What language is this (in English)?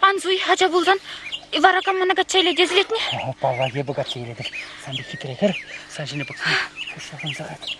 Chuvash